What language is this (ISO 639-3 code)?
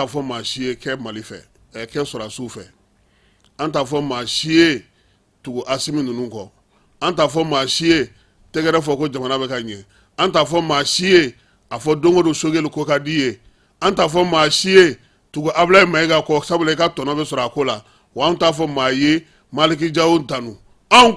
bam